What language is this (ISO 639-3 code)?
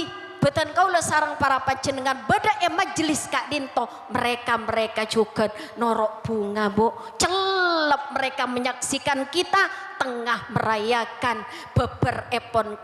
mad